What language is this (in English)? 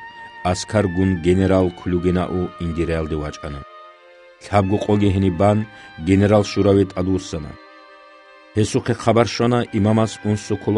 Avaric